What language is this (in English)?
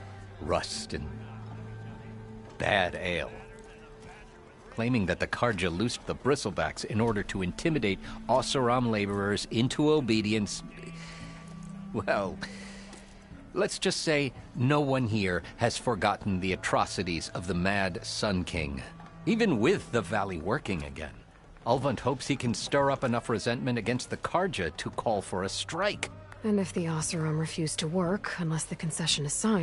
English